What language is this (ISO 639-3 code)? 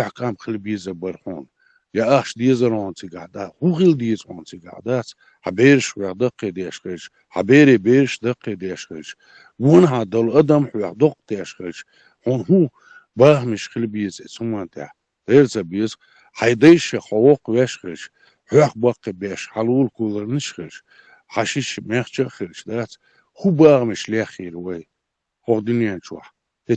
che